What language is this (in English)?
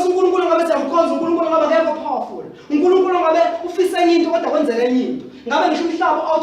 Zulu